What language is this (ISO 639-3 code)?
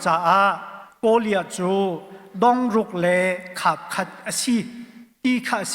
cnh